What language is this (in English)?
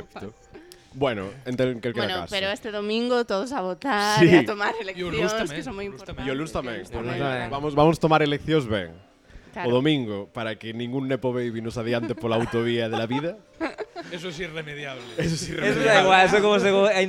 Galician